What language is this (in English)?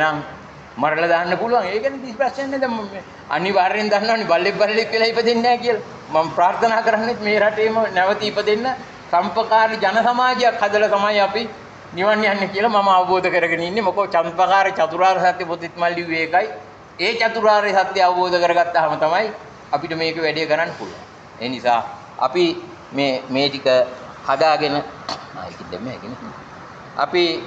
Sinhala